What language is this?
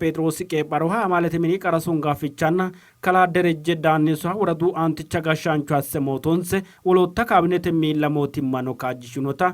Sidamo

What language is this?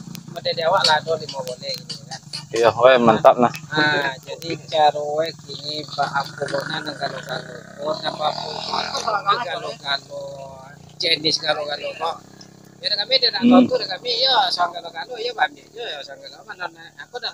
Minangkabau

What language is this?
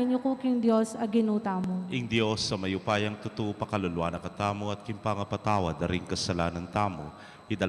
Pampanga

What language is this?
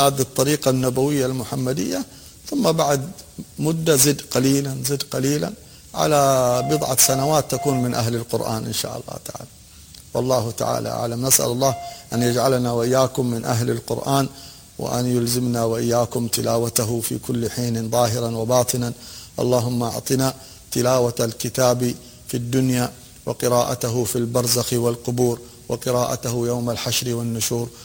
Arabic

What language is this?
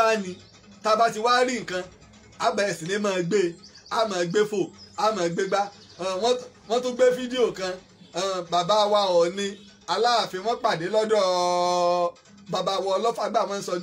Yoruba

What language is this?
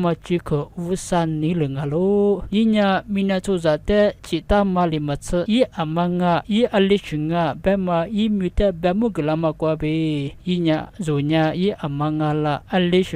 Lisu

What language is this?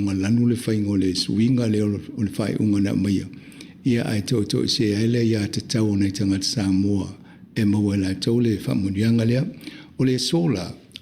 Samoan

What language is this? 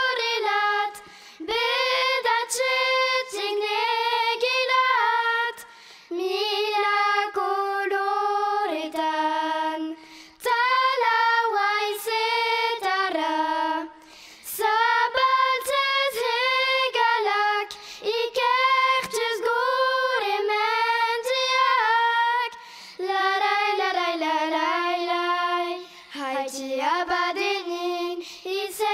Basque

